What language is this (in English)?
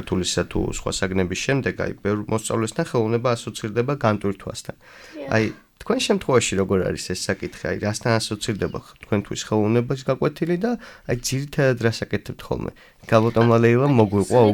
Georgian